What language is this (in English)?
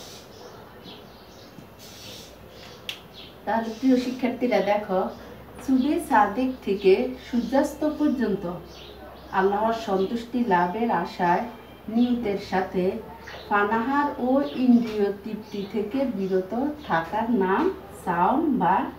Bangla